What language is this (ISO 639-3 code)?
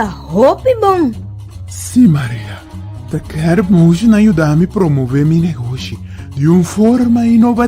pap